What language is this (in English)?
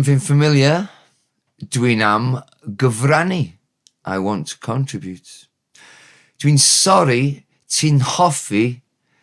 Welsh